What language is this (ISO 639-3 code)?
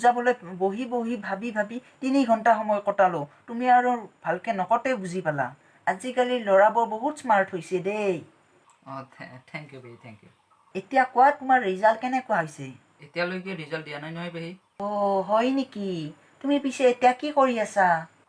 asm